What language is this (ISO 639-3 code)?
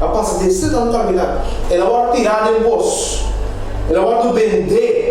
pap